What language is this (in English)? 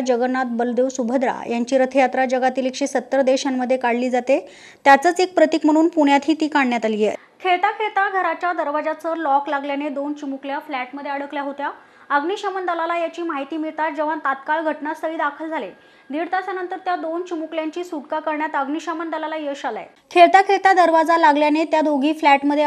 Marathi